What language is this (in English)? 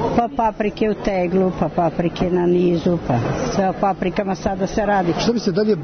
Serbian